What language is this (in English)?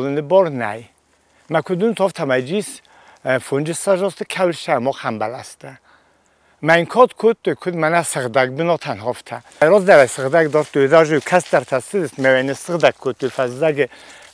Ossetic